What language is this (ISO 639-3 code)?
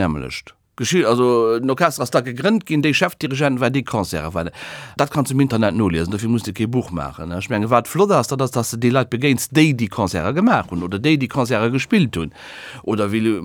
ltz